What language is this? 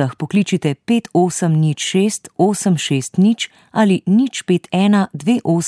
Slovenian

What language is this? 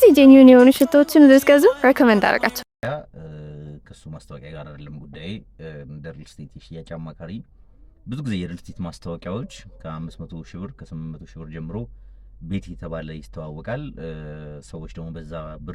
Amharic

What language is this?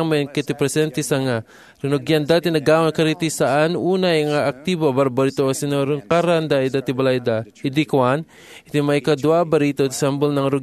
Iloko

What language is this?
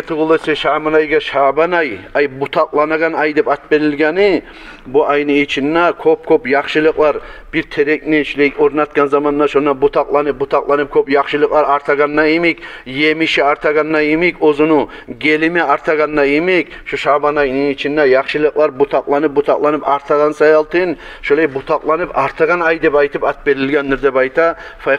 Kumyk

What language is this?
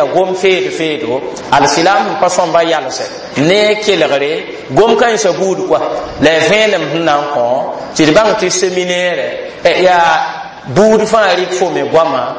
Mossi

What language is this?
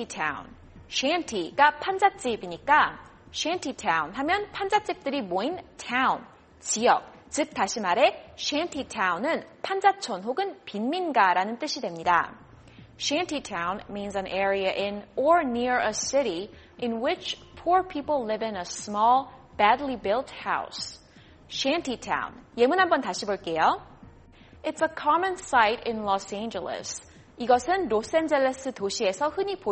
Korean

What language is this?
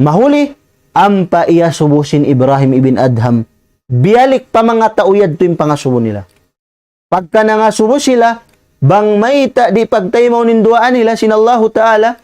Tausug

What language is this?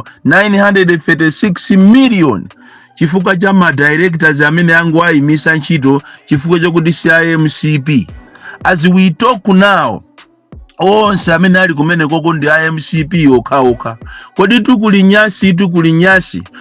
Nyanja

